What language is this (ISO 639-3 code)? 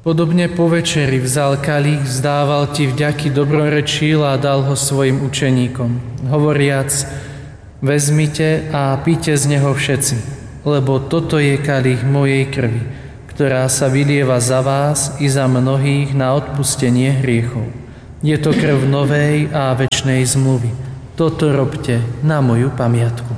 slk